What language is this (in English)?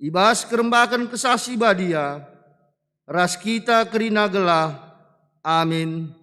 Batak Karo